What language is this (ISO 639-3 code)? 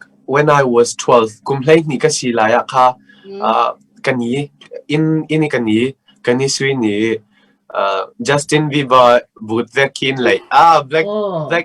cnh